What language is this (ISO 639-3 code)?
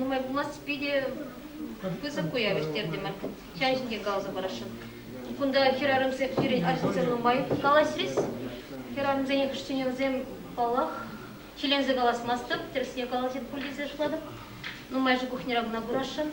chv